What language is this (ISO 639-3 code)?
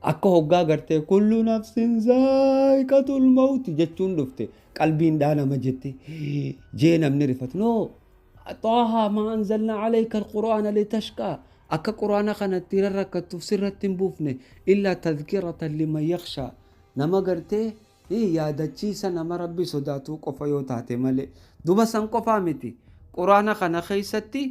orm